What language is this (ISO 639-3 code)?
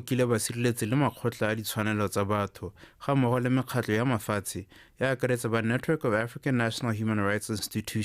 tsn